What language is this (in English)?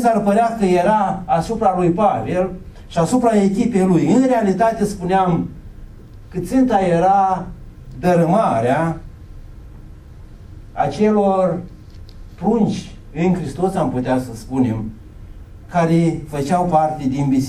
Romanian